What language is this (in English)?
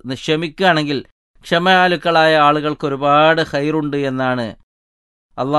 Malayalam